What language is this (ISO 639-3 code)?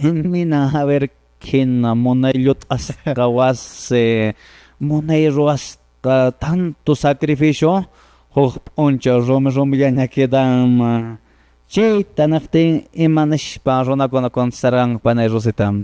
que